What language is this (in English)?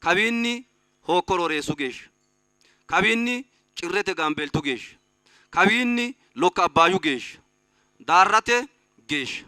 Sidamo